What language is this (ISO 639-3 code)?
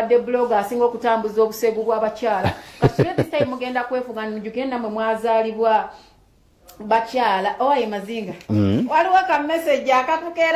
lug